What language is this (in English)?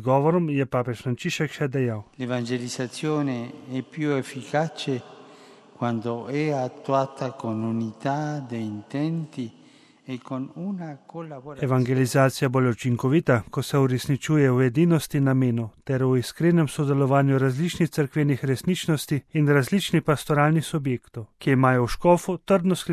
Slovenian